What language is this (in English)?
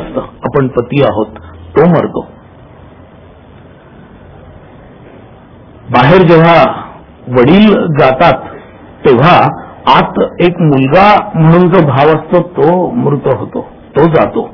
Marathi